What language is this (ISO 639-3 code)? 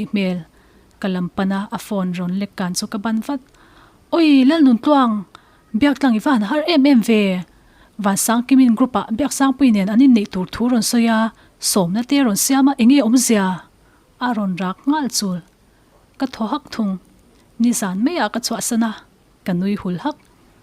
lus